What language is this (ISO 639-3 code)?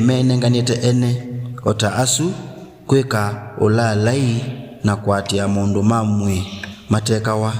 kam